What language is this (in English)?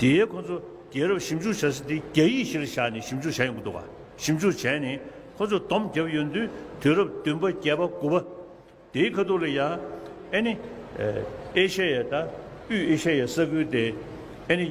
Tibetan